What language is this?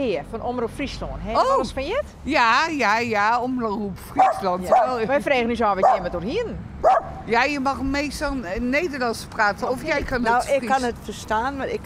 Western Frisian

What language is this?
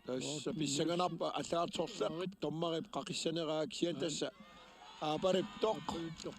Kalaallisut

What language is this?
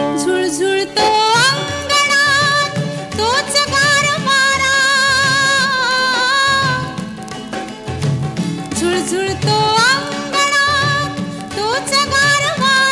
Marathi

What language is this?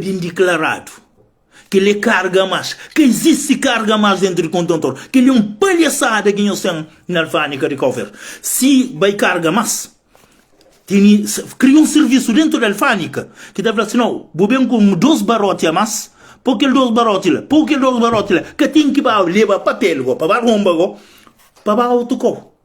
Kabuverdianu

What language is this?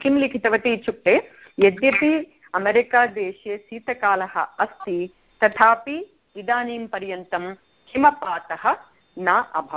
Sanskrit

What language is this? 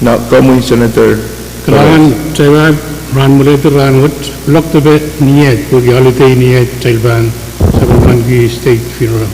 Pohnpeian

